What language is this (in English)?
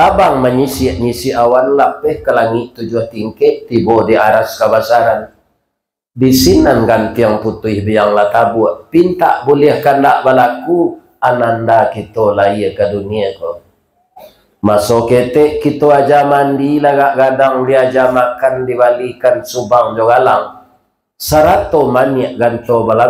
Minangkabau